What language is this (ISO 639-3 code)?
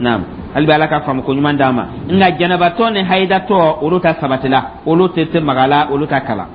dyu